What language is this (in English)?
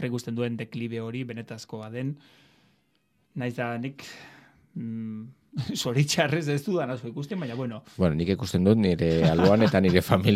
Basque